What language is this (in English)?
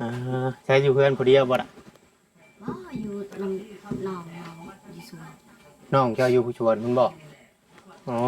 Northeastern Thai